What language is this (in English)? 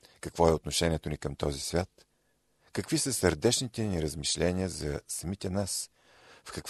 Bulgarian